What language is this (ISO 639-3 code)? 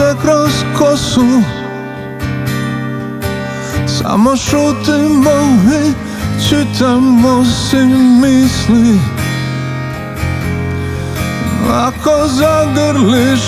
hrv